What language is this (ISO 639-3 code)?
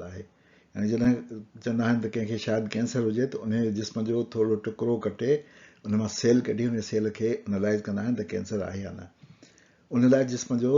snd